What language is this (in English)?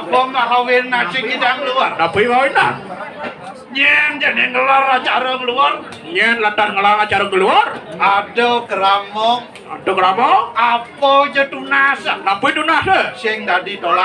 Balinese